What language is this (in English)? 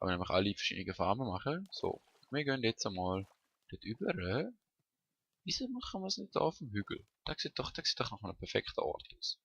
Swiss German